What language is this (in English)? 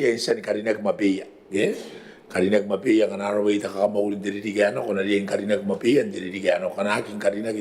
Gilbertese